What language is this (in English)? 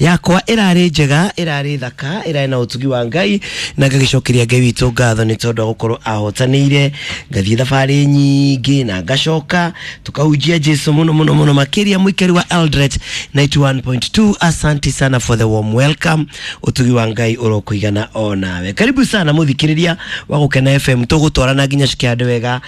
Kikuyu